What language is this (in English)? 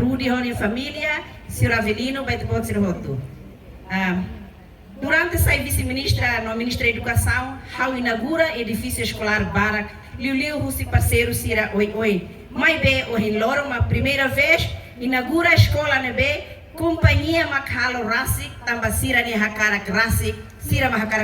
Tetum